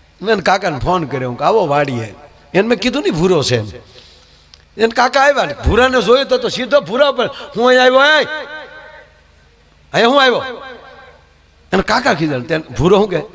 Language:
Gujarati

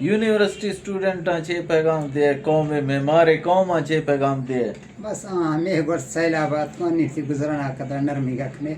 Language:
Eastern Balochi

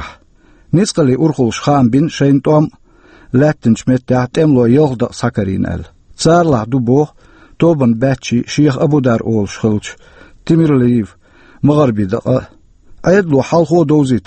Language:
Chechen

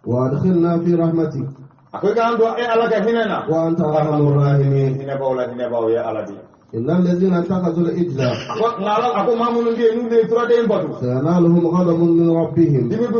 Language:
Bambara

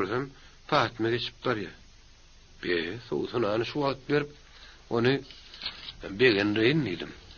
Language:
Turkmen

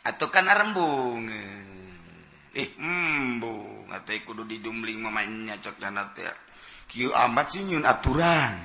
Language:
Sundanese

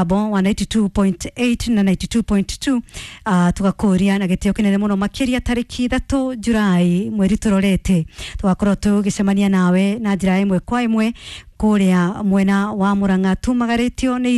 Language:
Kikuyu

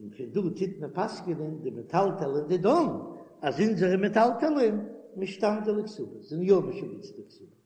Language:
Yiddish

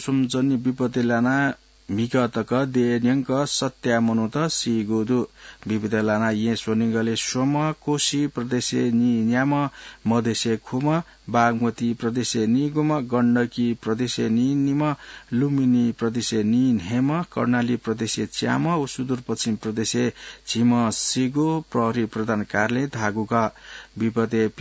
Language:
Newari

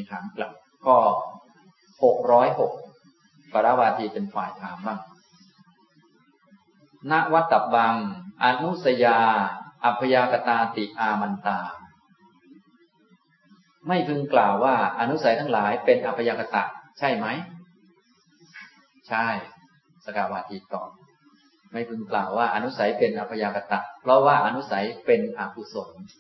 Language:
Thai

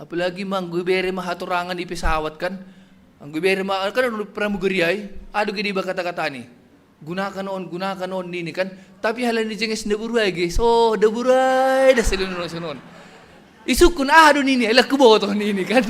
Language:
Batak Simalungun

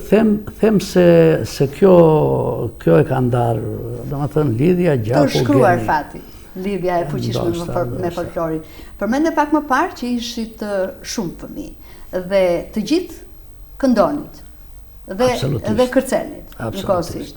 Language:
Albanian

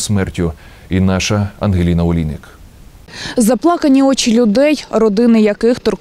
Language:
Ukrainian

